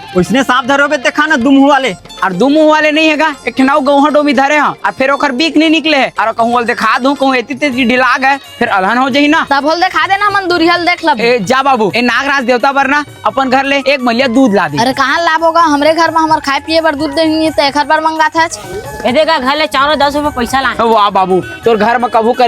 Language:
Chhattisgarhi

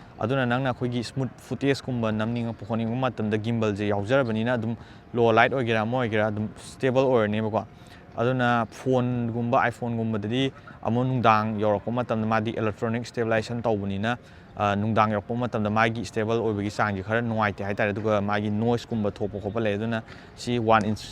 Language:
Manipuri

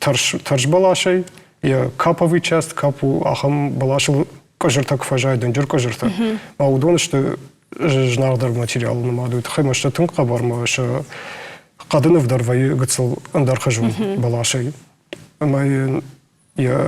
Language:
Ossetic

